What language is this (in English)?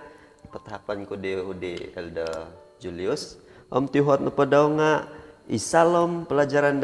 Central Dusun